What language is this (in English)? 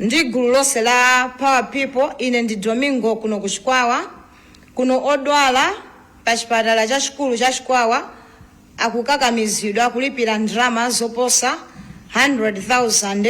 Nyanja